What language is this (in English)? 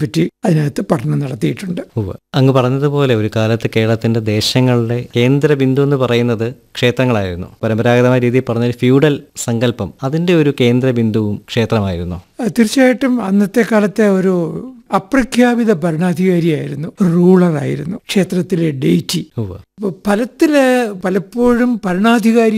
Malayalam